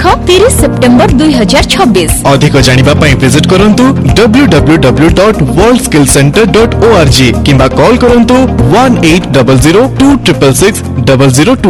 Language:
Odia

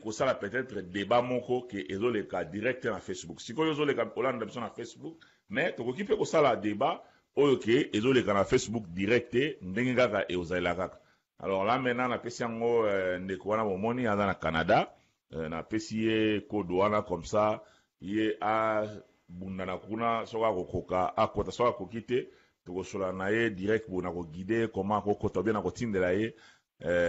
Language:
Lingala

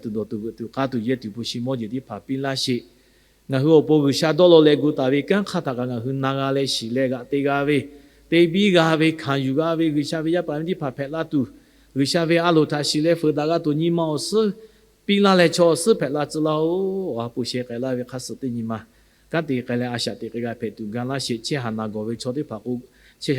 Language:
Lahu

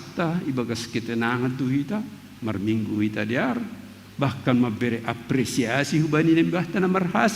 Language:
Batak Simalungun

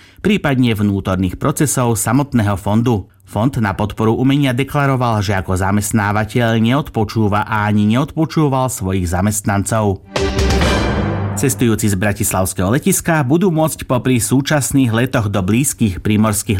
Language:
Slovak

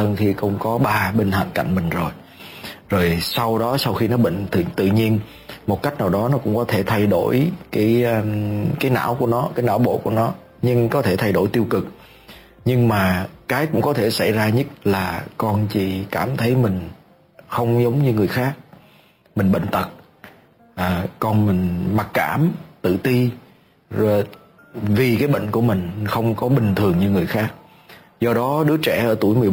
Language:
Vietnamese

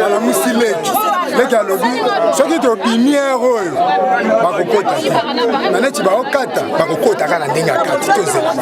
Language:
Lingala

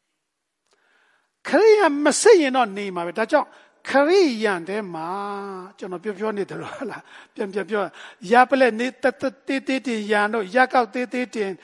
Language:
Burmese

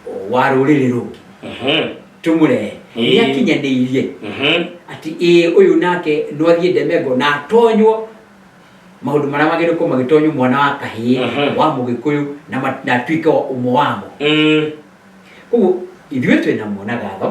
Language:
Kikuyu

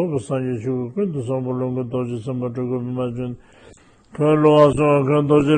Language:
Tibetan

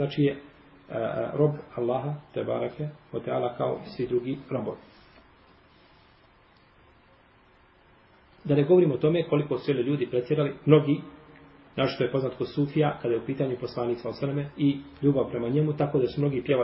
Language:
Bosnian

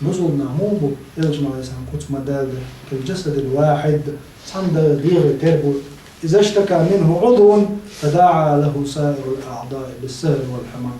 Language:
Chechen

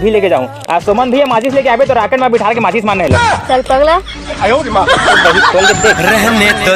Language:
Chhattisgarhi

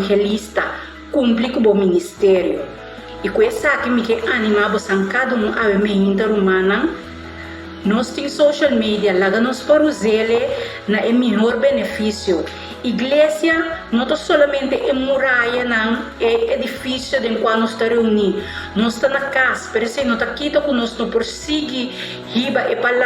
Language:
Papiamento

